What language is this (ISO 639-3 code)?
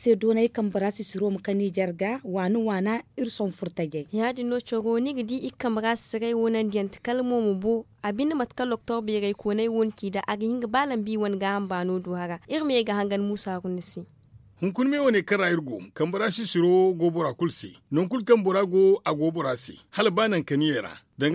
dje